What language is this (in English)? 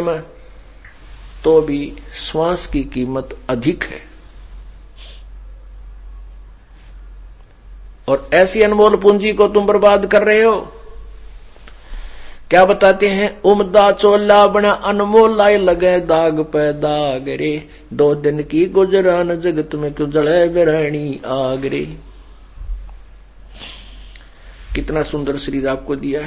Hindi